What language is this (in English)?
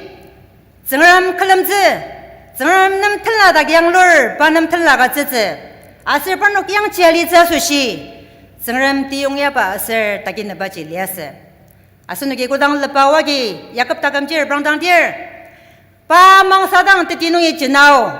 Ao Naga